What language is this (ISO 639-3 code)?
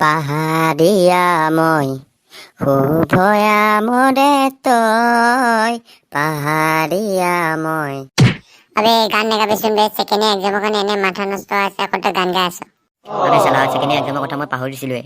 asm